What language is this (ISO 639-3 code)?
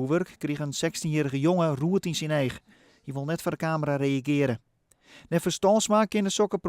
fry